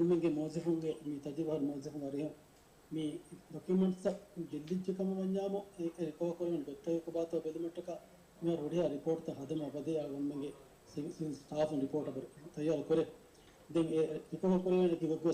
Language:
Divehi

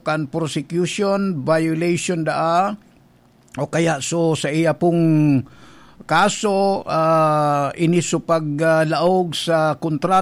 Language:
Bikol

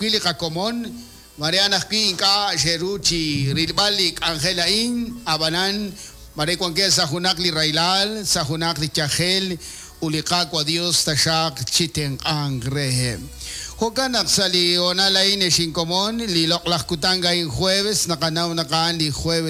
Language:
Kekchí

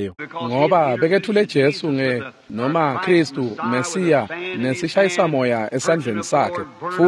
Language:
Swati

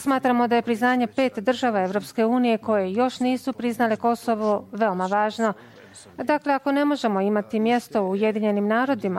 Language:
Bosnian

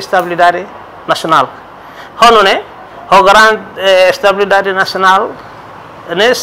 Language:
Tetum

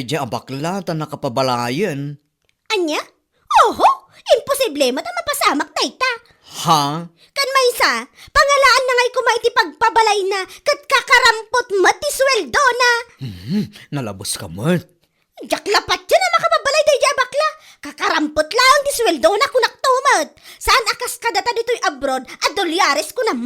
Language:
Iloko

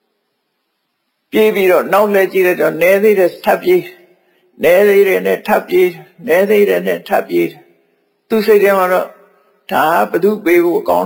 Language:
Burmese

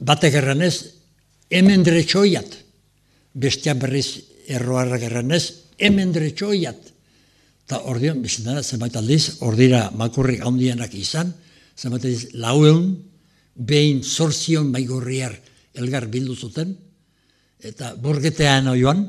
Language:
Basque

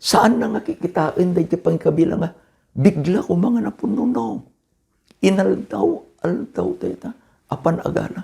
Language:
Iloko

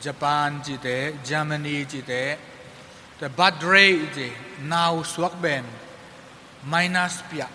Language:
Tedim Chin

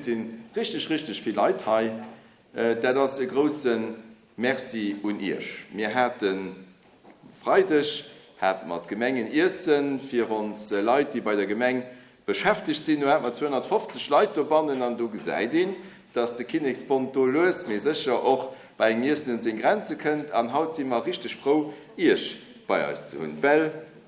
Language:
Luxembourgish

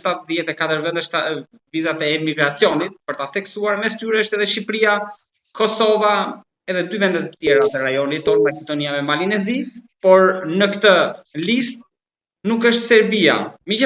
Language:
Albanian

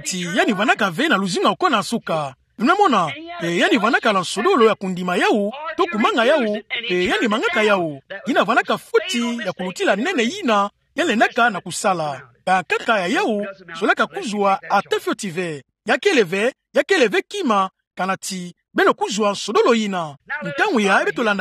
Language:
Kituba (Democratic Republic of Congo)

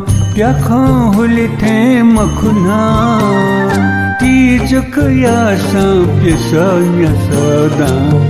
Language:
Newari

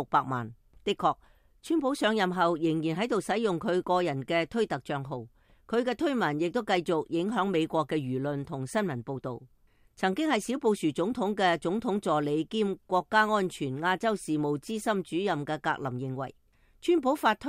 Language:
Cantonese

